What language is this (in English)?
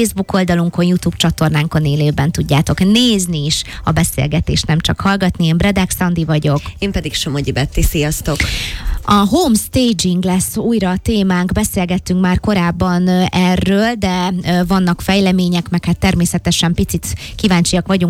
Hungarian